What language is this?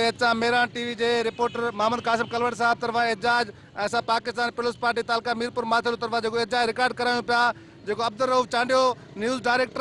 Sindhi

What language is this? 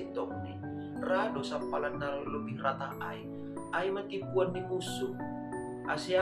Batak Simalungun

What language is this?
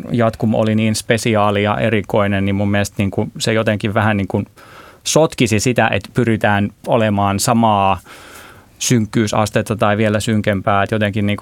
Finnish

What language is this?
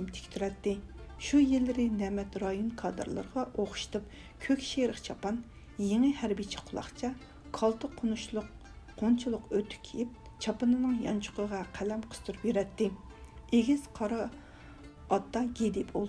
Uyghur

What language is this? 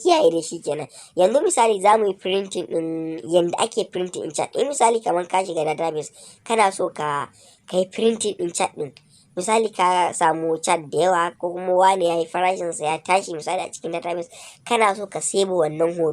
Hausa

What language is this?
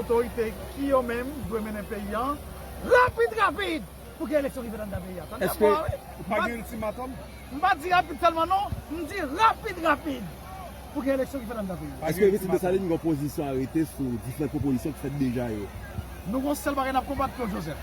Haitian Creole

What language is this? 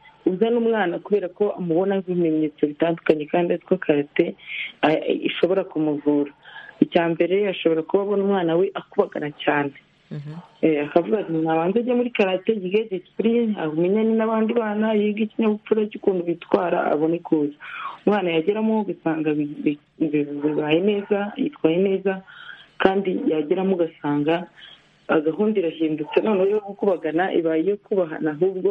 Kinyarwanda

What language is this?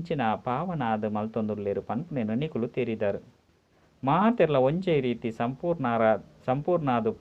Tulu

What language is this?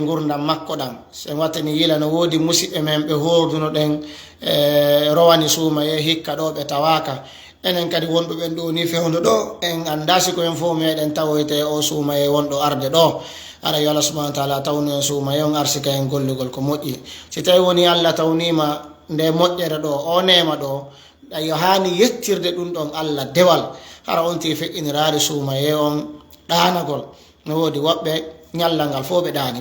Fula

